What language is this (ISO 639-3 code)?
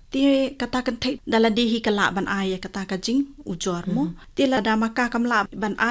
kha